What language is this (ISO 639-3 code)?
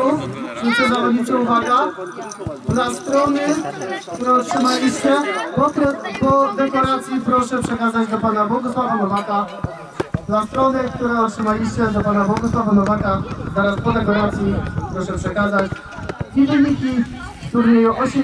pol